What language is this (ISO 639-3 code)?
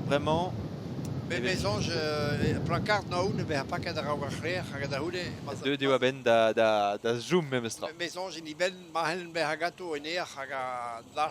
bre